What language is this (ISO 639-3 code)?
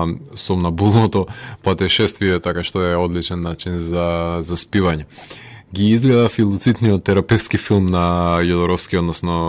mkd